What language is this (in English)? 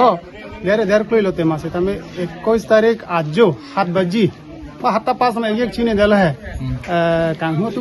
Karbi